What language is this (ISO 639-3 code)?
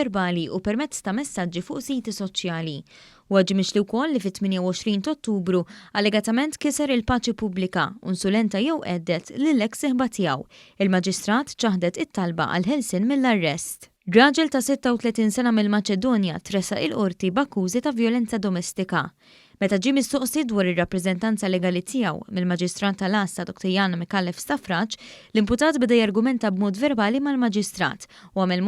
mlt